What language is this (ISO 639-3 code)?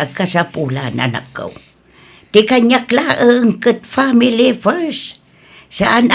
ilo